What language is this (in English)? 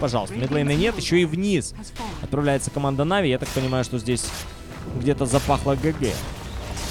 Russian